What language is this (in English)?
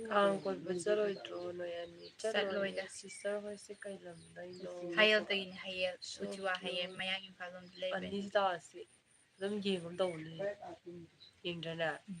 Manipuri